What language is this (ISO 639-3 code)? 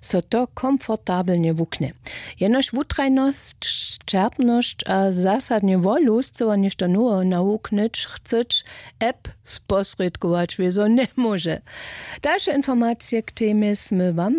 hsb